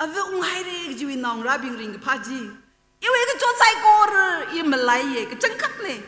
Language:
Tangkhul Naga (India)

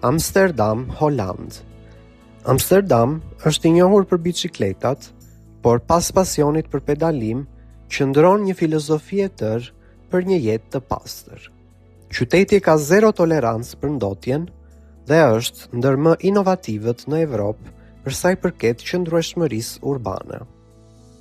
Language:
Albanian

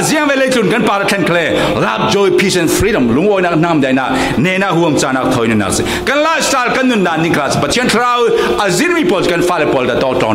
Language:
Falam Chin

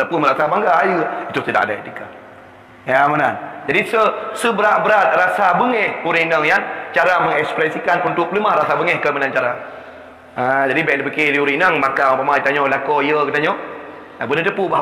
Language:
Achinese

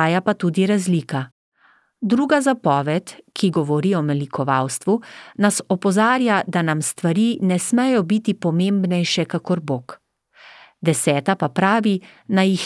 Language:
Slovenian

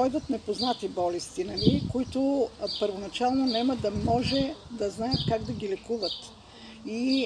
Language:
Bulgarian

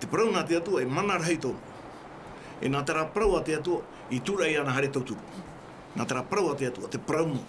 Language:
Tahitian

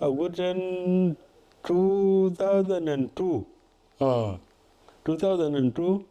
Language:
Dinka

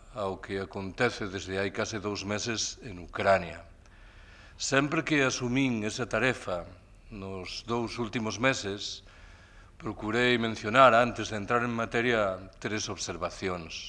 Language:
Galician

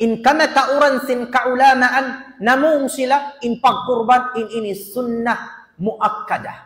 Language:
Tausug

